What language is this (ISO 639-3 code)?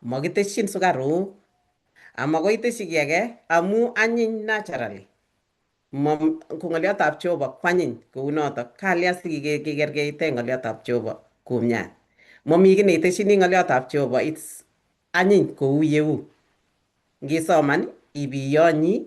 kln